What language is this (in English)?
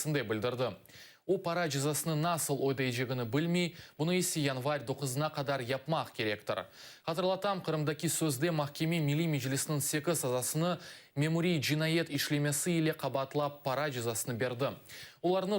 Crimean Tatar